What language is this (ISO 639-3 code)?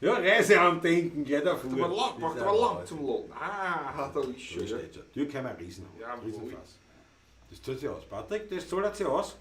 bar